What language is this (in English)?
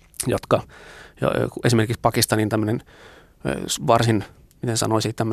Finnish